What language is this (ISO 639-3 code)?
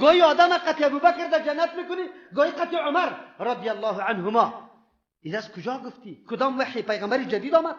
fas